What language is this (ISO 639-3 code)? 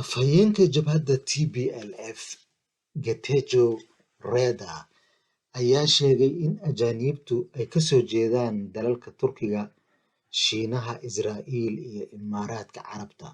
som